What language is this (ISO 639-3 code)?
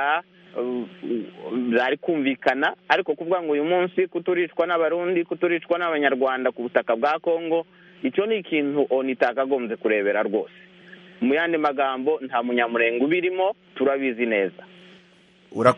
kin